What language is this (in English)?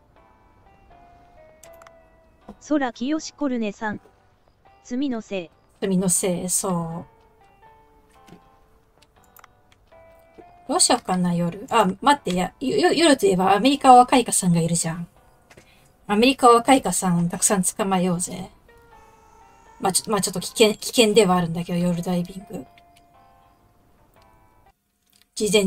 Japanese